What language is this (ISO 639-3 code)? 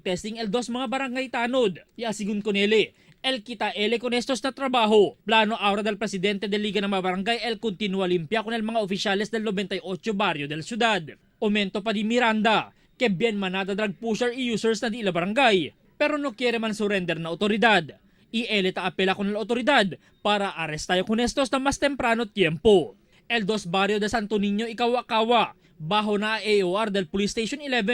cbk